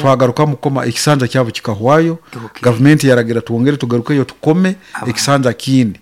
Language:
Nyankole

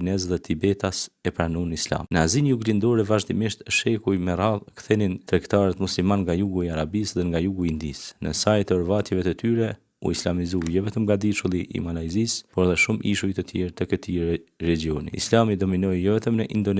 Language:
Albanian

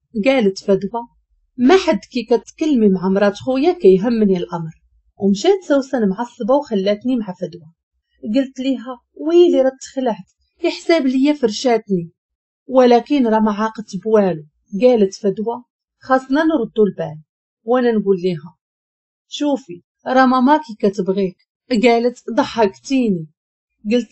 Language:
Moroccan Arabic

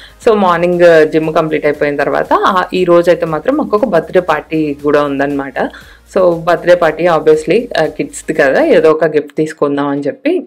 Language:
Telugu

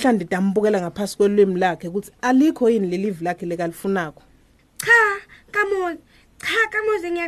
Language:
Swati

